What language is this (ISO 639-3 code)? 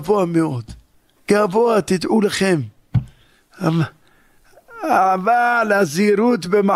heb